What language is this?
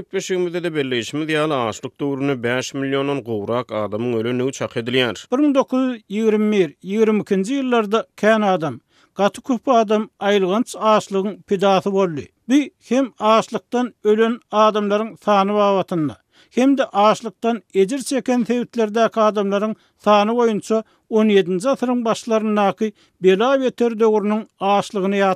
Turkmen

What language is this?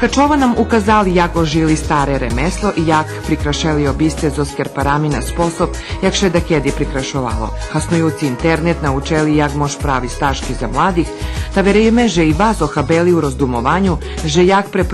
Rusyn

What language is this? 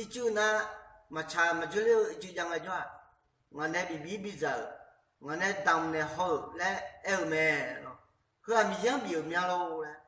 Akha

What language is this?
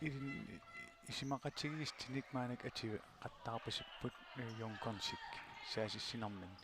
Kalaallisut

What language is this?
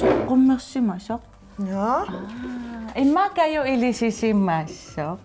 Kalaallisut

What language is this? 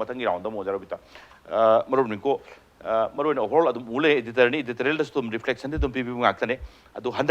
Manipuri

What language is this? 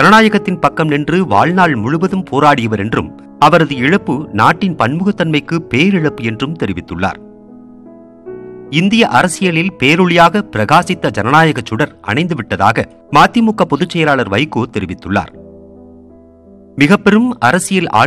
Tamil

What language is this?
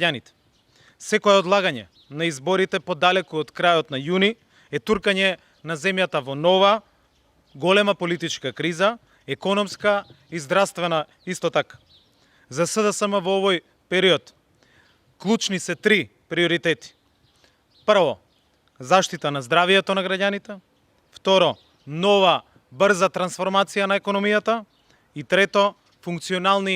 Macedonian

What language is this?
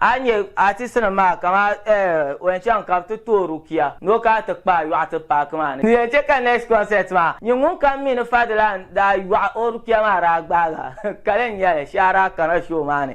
Dagbani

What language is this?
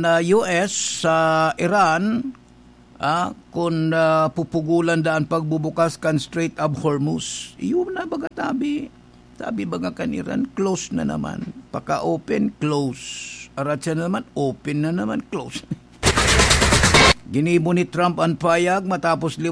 Bikol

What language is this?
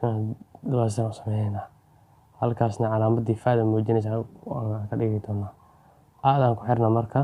Somali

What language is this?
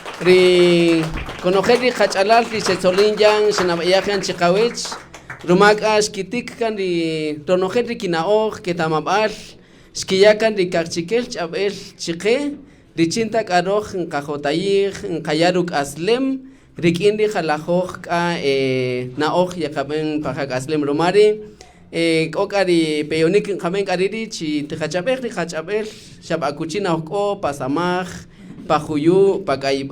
Kaqchikel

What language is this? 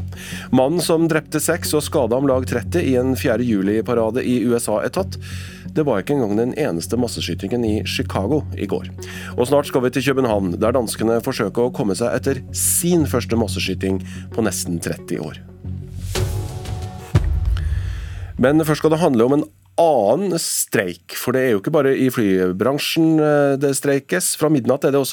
Norwegian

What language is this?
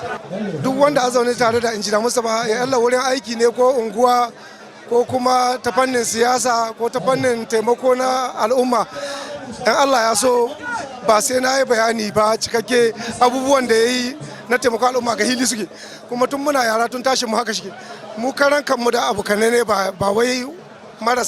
Hausa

